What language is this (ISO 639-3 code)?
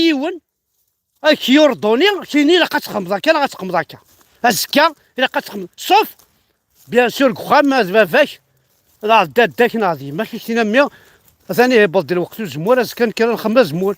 kab